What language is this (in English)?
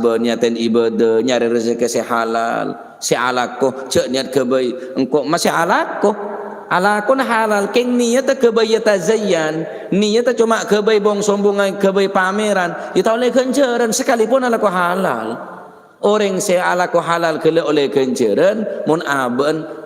Madurese